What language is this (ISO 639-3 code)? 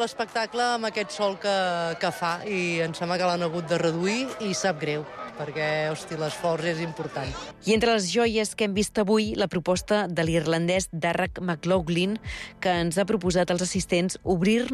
cat